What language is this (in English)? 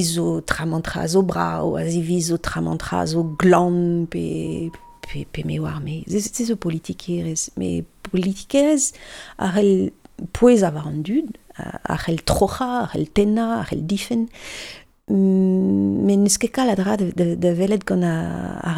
Breton